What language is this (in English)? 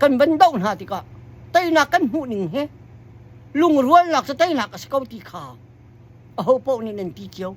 Hakha Chin